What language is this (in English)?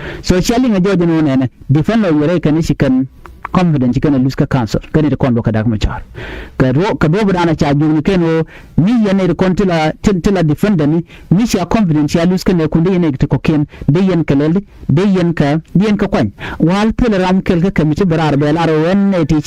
Nuer